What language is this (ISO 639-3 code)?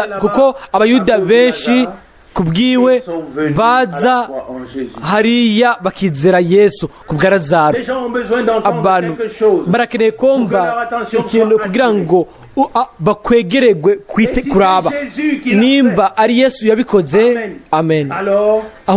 run